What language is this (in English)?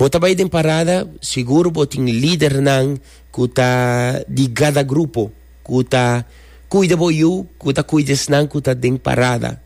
Papiamento